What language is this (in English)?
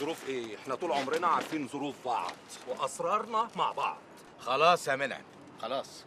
Egyptian Arabic